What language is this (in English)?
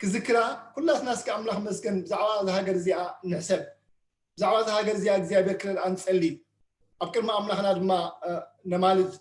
Tigrinya